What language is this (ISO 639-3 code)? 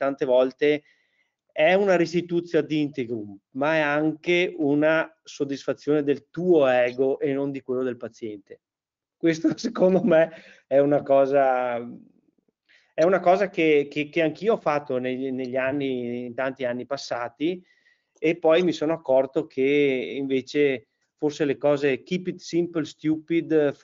ita